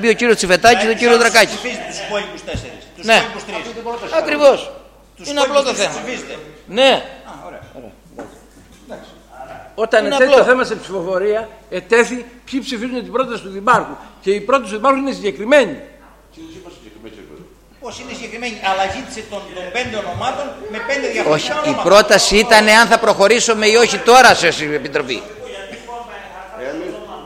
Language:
Greek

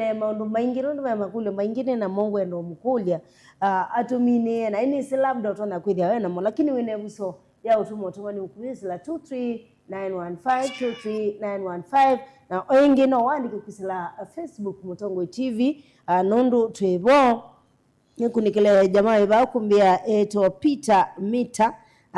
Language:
Kamba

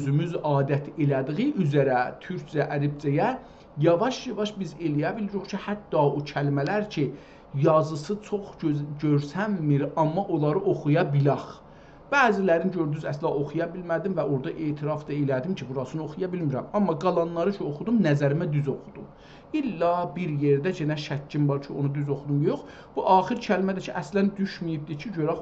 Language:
South Azerbaijani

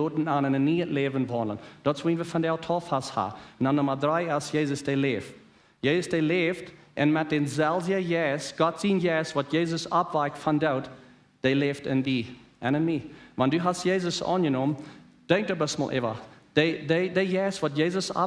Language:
Plautdietsch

